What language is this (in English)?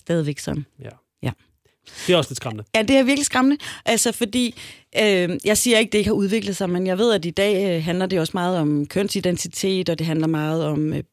Danish